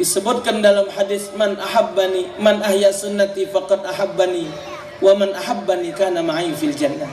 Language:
Musi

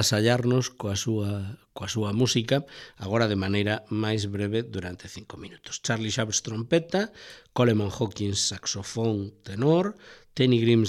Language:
Galician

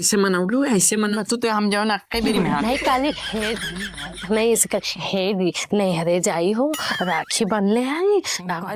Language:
Awadhi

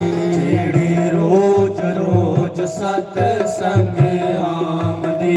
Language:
Dogri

